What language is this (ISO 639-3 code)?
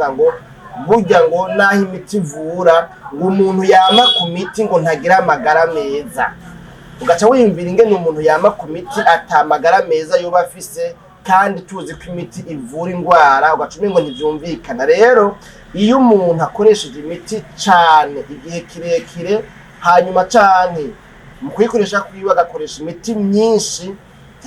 run